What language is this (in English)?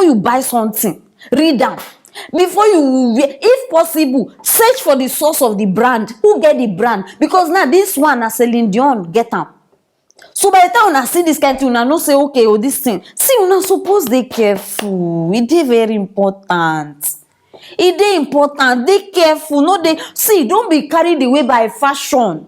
Nigerian Pidgin